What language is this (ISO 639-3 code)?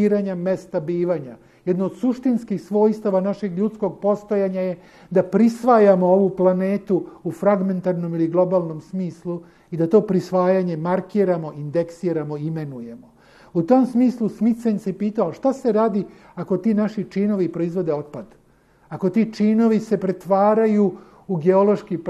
srp